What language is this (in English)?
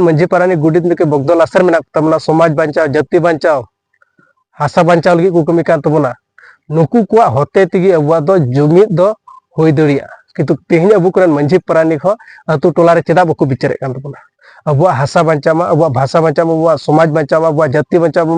Santali